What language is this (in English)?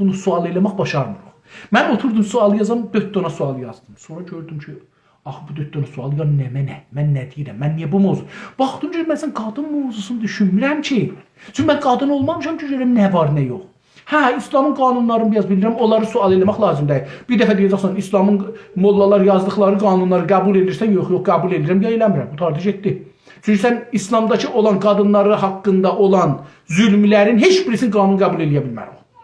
South Azerbaijani